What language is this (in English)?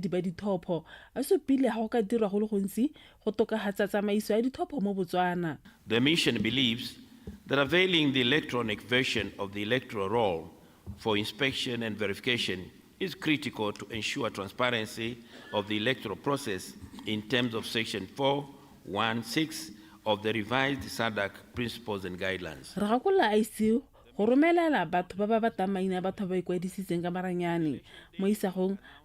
Tswana